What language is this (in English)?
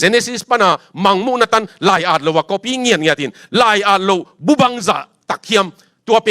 Tedim Chin